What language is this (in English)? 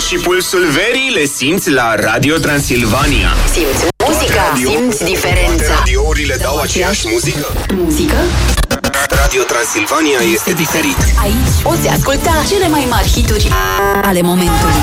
Romanian